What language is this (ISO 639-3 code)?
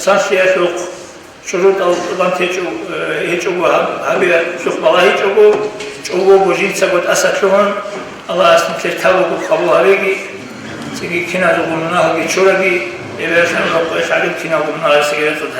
ava